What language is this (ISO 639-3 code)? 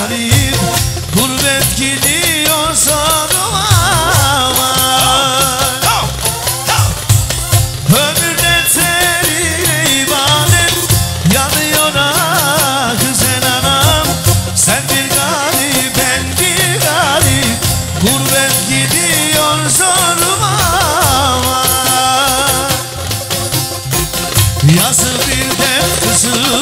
tur